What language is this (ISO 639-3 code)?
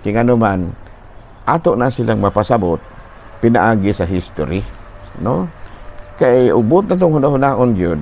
ceb